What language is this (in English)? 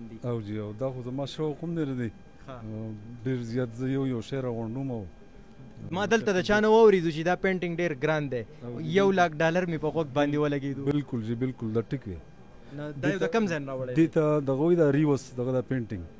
Pashto